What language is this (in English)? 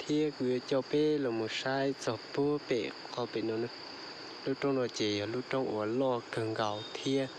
Hmong